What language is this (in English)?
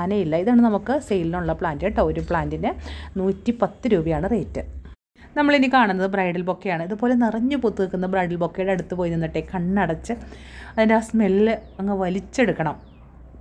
Malayalam